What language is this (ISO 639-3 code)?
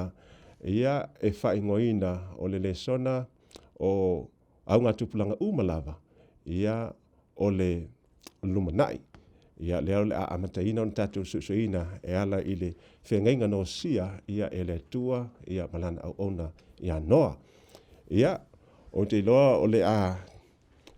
smo